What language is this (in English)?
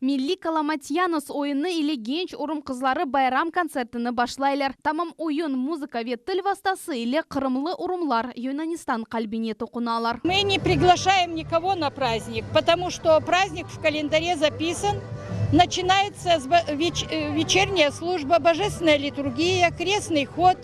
Crimean Tatar